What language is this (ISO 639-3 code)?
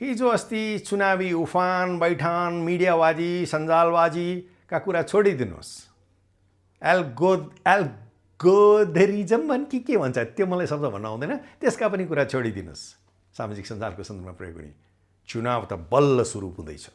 nep